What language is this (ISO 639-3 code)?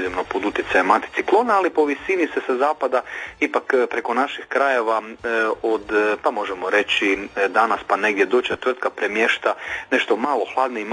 hrv